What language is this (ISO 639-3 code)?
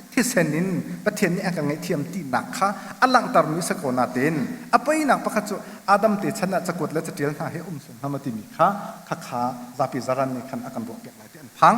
cnh